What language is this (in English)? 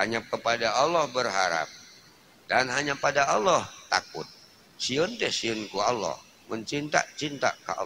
Sundanese